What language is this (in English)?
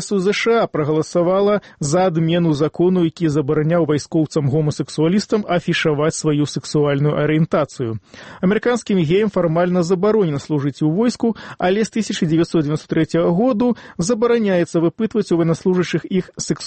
Belarusian